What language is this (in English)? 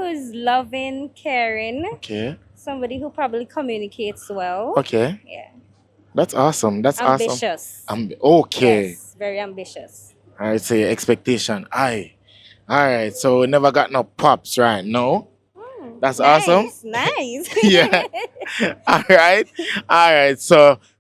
Jamaican Creole English